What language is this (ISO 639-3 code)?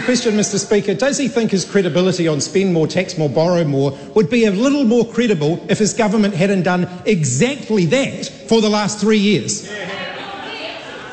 eng